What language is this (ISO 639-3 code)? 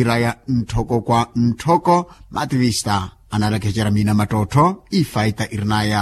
vmw